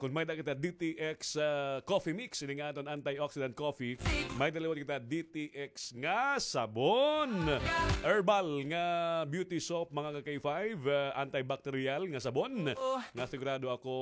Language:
Waray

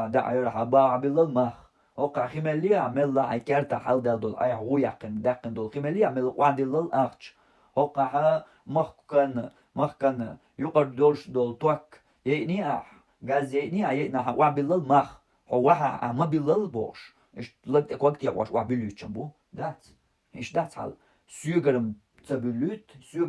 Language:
Chechen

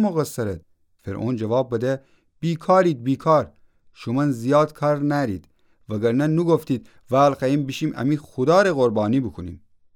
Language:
Gilaki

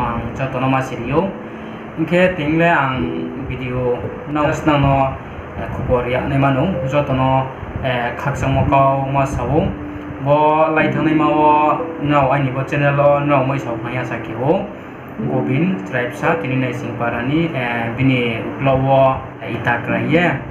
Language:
Riang (India)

